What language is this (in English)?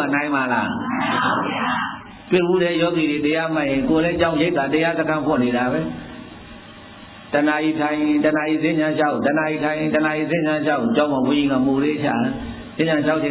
Burmese